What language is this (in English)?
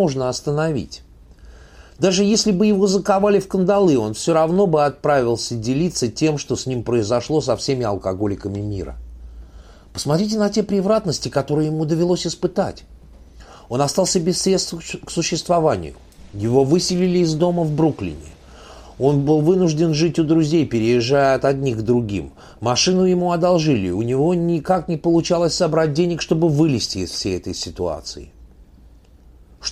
Russian